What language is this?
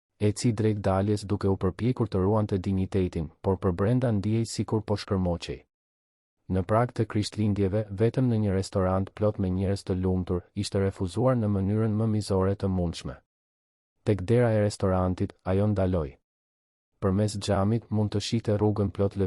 Albanian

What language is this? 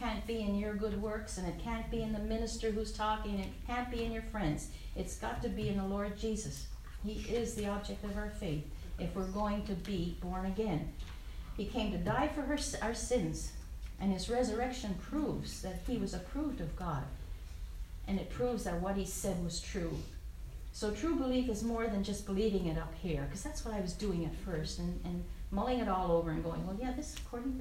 English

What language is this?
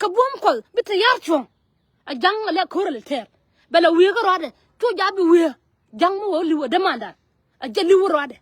Nuer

